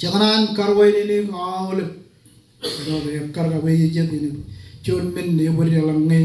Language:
Marshallese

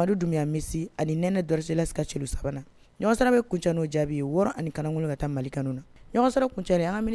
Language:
Bambara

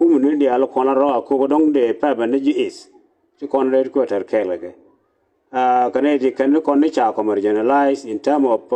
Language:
Nuer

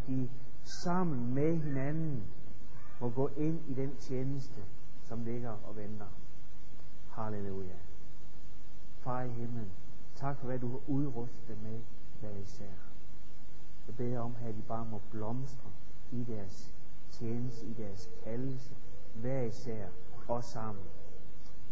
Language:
Danish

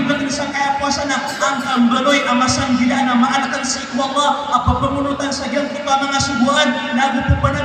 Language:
Maranao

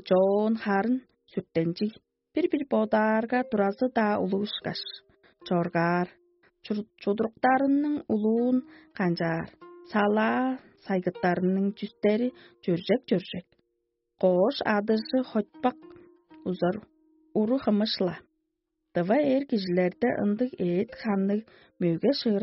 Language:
Tuvinian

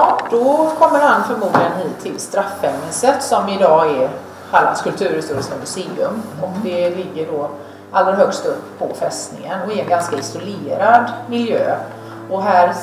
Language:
Swedish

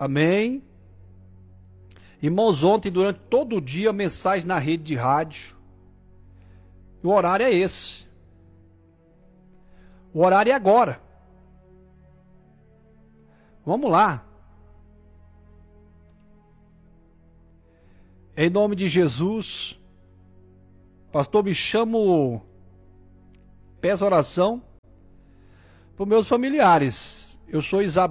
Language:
Portuguese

